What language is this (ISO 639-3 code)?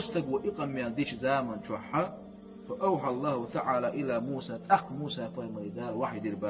che